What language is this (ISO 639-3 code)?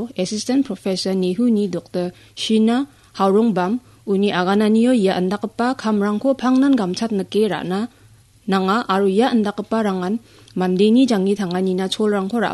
grt